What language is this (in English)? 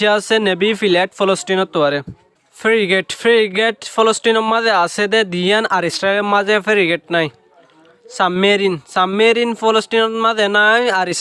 Rohingya